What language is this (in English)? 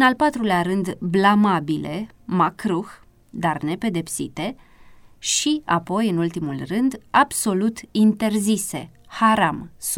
Romanian